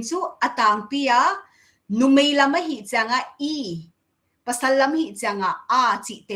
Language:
Paite Chin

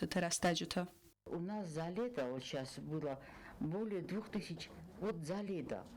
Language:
Ossetic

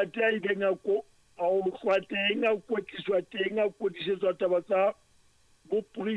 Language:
Southern Sotho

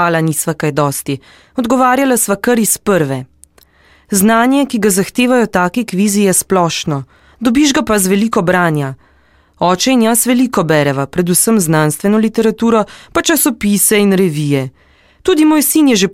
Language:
Slovenian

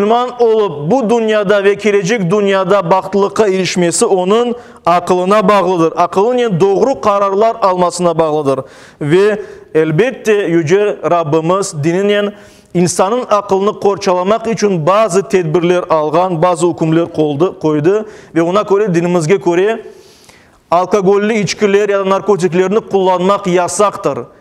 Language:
Crimean Tatar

